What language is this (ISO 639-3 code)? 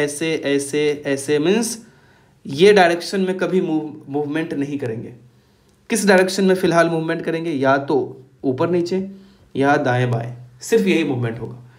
hin